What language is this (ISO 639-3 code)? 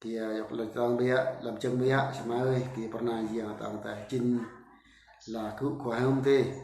bru